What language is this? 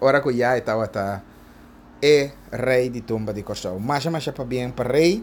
Papiamento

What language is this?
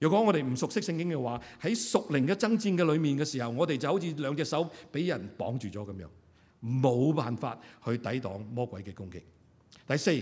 Cantonese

